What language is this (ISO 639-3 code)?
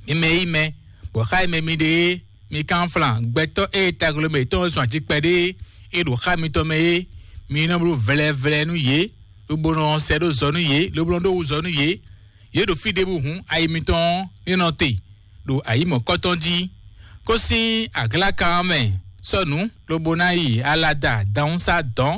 fon